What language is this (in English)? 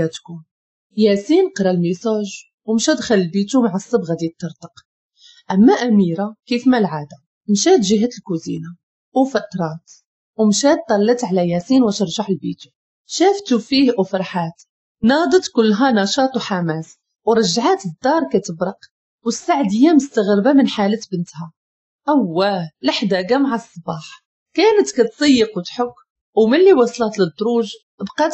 Moroccan Arabic